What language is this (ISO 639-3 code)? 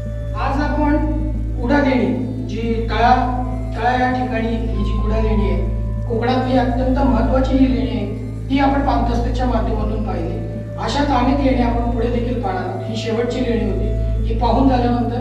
mar